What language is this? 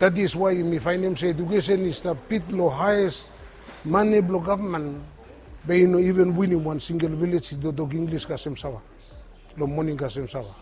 Bislama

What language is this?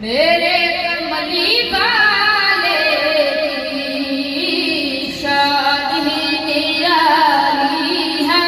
Pahari-Potwari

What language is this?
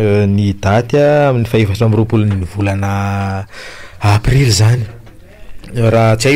Malagasy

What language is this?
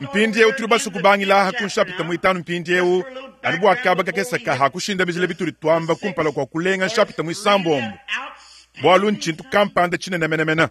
Luba-Lulua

